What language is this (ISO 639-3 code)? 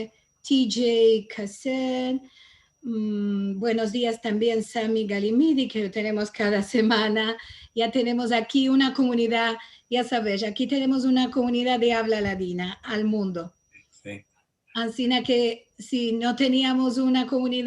lad